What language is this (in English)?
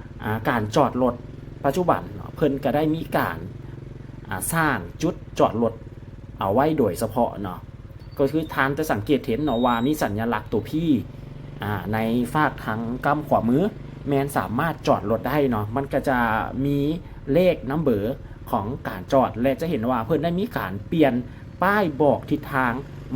Lao